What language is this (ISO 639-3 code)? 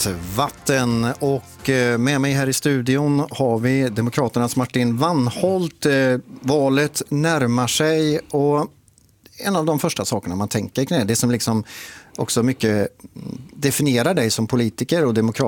swe